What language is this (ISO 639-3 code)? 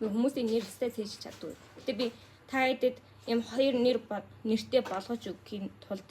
mon